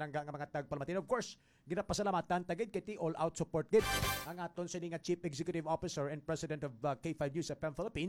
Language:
Hiligaynon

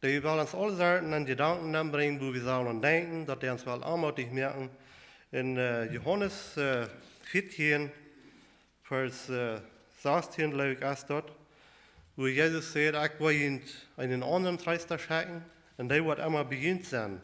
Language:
Plautdietsch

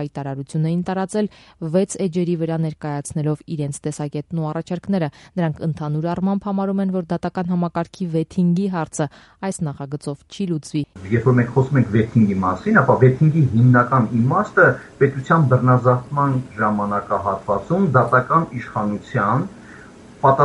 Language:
Armenian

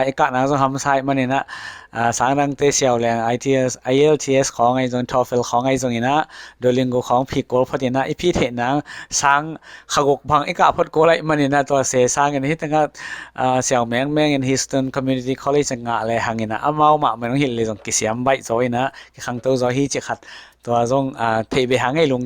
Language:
Tedim Chin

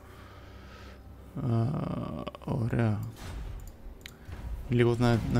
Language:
Greek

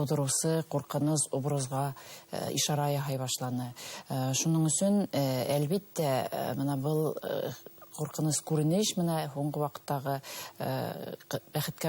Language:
Bashkir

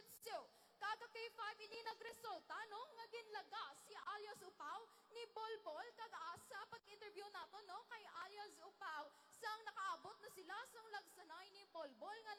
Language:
Hiligaynon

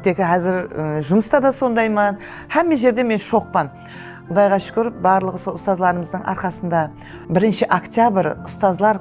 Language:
Kara-Kalpak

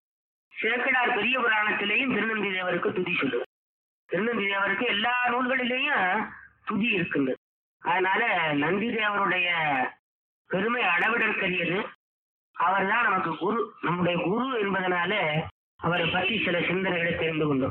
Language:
Tamil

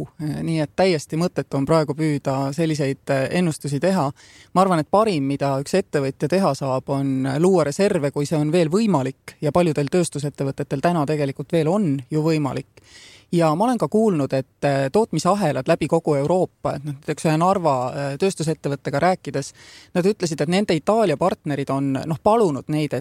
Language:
Estonian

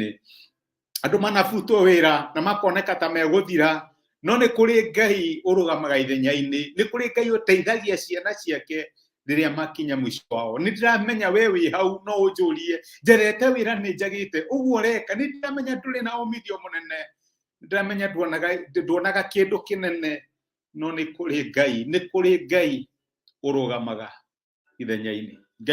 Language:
Kikuyu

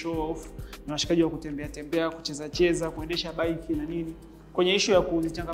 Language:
Swahili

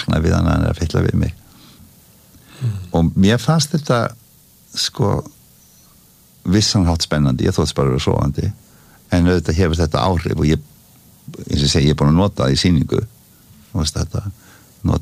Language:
Icelandic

